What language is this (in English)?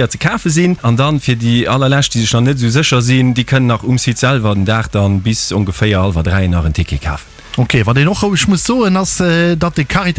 Luxembourgish